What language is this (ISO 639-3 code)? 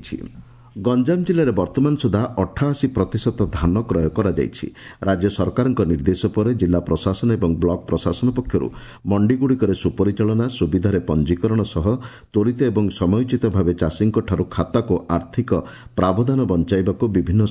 ori